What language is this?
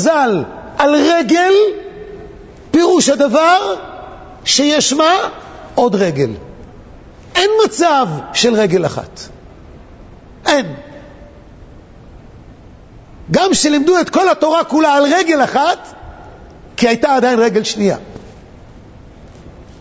Hebrew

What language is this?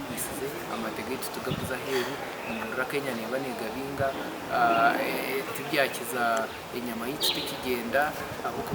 Nyankole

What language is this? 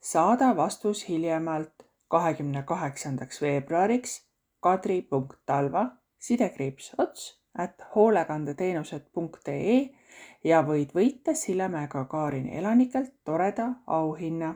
Estonian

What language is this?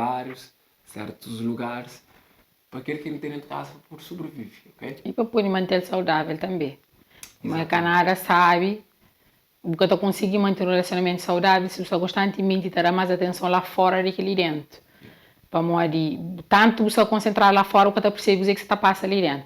Kabuverdianu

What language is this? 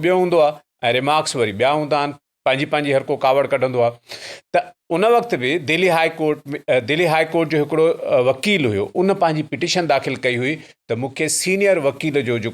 Sindhi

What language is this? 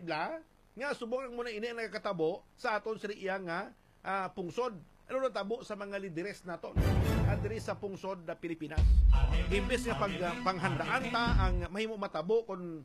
Hiligaynon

